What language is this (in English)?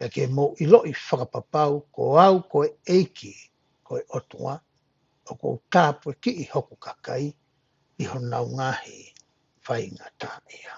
Tongan